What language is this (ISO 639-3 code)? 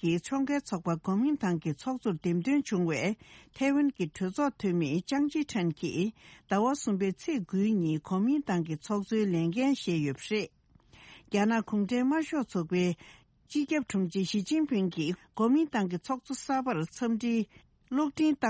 bod